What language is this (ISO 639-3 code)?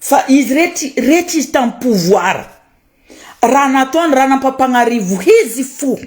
mlg